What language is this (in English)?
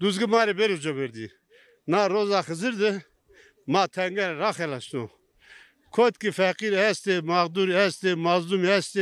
Zaza